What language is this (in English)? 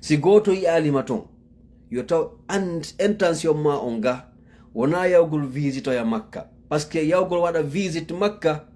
Fula